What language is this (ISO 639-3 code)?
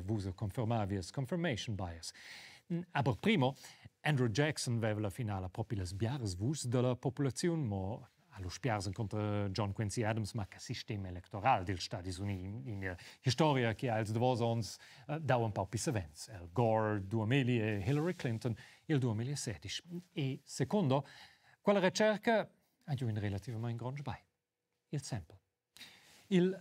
roh